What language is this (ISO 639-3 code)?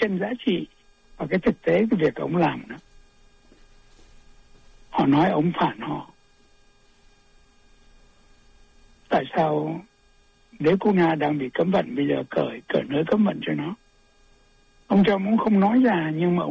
vie